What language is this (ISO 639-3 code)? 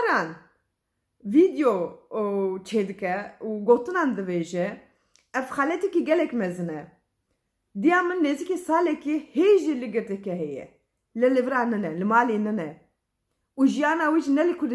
kur